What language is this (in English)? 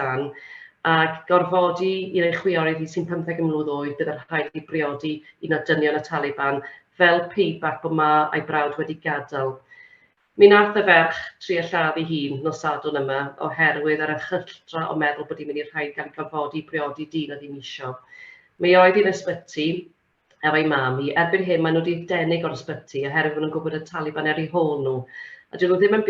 Welsh